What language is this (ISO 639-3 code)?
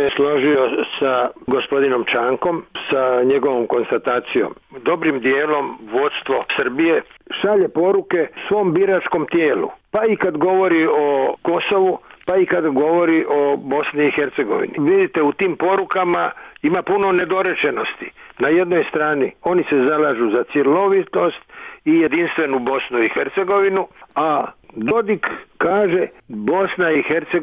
bos